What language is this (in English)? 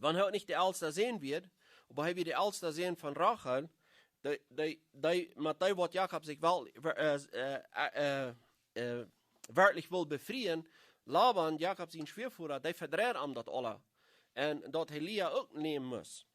Plautdietsch